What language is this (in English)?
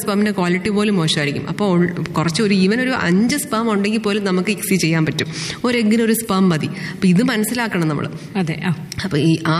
Malayalam